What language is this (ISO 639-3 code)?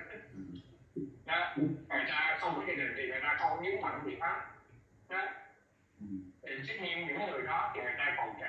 vie